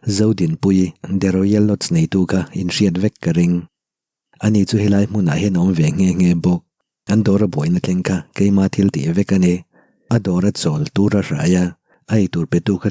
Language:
Mizo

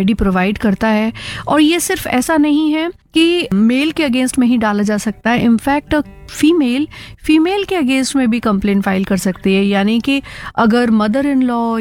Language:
Hindi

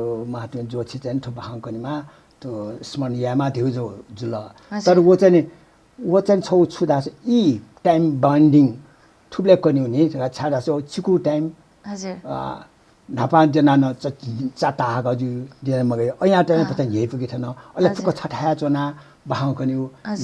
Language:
Newari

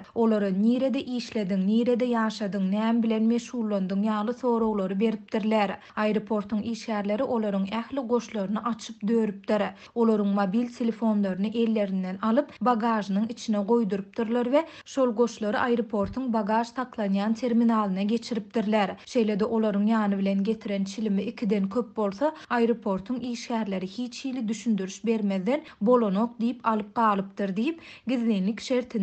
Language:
Turkmen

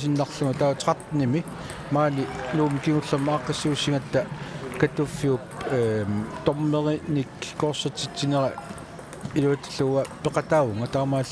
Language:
Kalaallisut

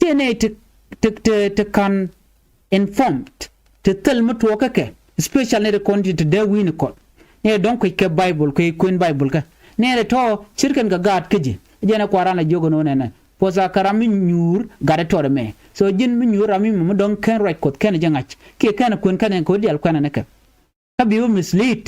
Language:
Nuer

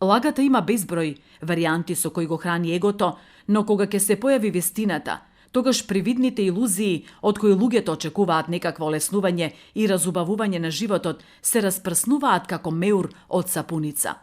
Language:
Macedonian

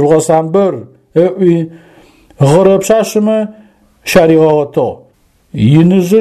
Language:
Adyghe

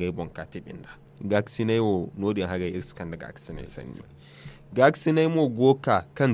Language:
Zarma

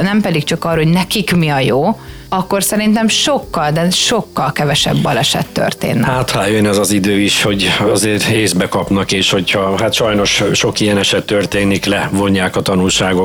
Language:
Hungarian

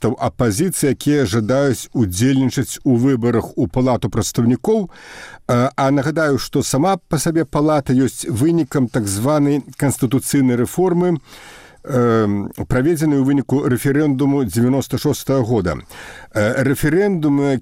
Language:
Belarusian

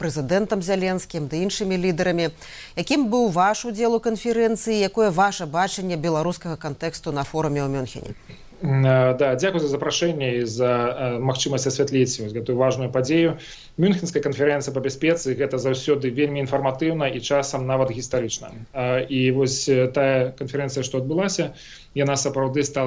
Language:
Belarusian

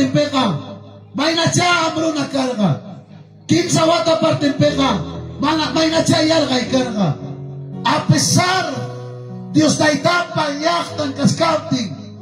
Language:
Ayacucho Quechua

